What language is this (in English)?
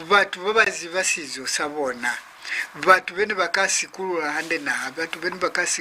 Lozi